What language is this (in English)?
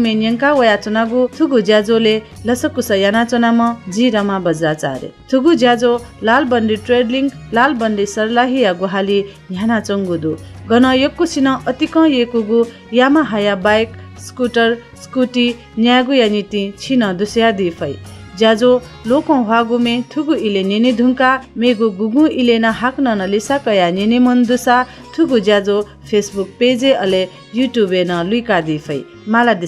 Newari